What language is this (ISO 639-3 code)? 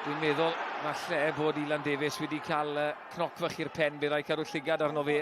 cym